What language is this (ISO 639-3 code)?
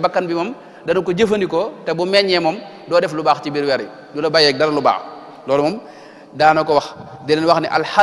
wol